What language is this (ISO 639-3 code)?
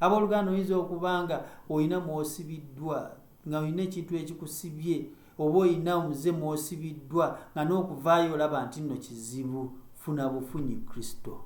lug